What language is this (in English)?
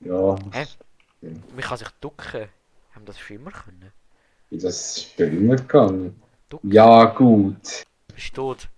Swiss German